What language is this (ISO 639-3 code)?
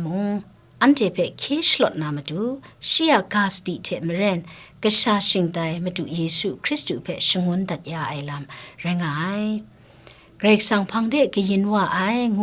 kac